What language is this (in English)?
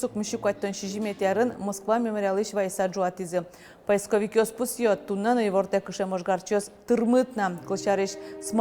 Udmurt